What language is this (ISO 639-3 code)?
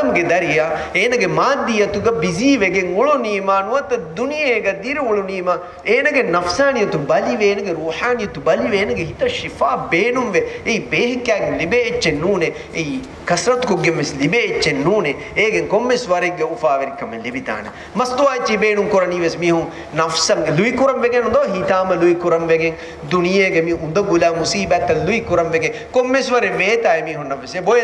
div